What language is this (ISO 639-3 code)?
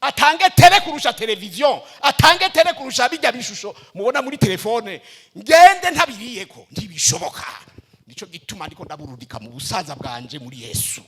run